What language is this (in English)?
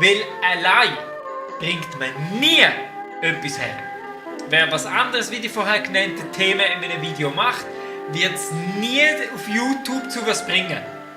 Swiss German